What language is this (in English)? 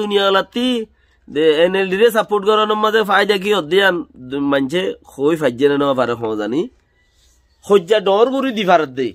Rohingya